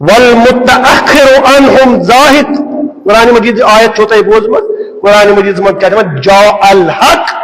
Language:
Kashmiri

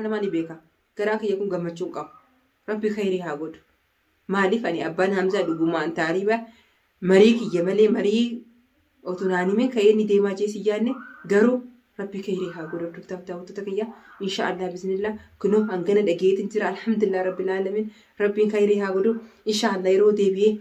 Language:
Oromo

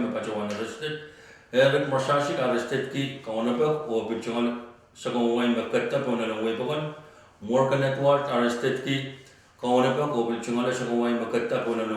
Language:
Pohnpeian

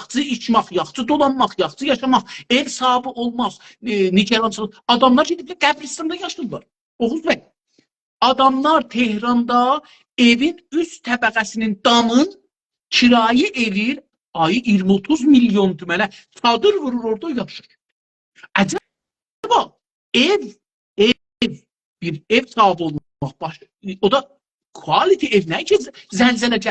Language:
South Azerbaijani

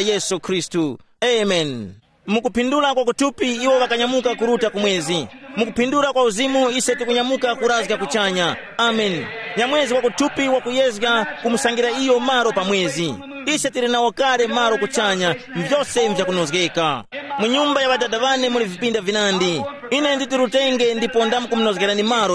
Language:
Tumbuka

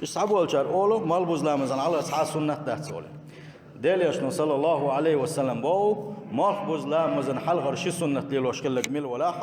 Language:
Chechen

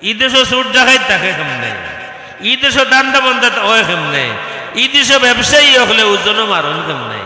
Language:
Sylheti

